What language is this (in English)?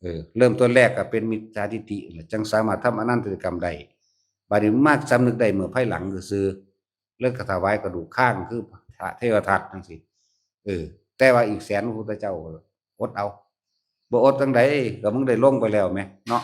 Northeastern Thai